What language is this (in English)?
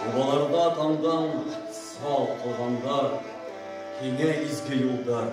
Bashkir